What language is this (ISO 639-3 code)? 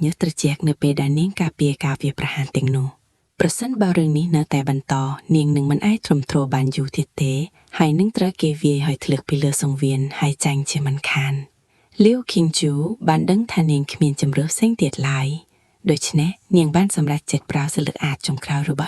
khm